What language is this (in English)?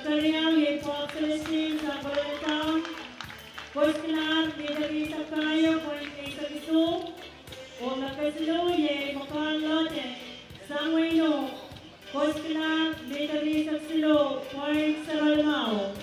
Pohnpeian